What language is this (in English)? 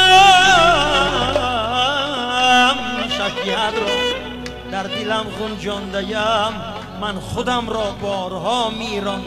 Tajik